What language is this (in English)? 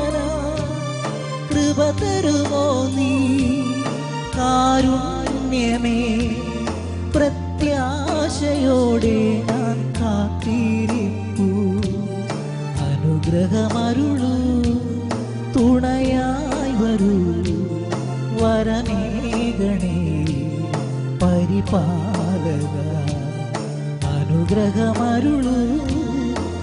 Malayalam